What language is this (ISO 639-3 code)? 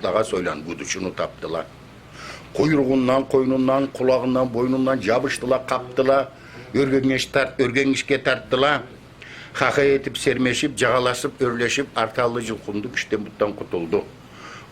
krc